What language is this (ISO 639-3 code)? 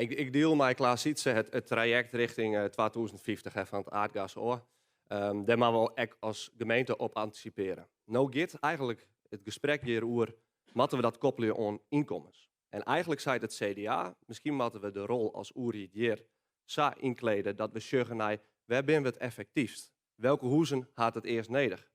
fry